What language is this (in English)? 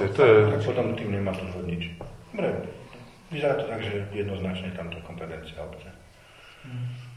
Slovak